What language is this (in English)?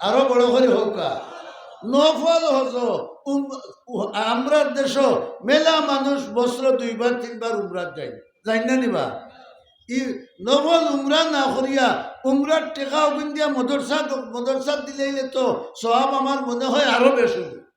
Sylheti